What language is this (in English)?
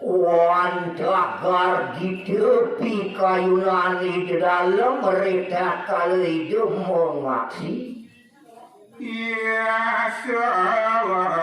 Balinese